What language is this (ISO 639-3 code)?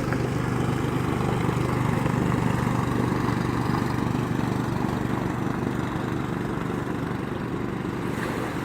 lao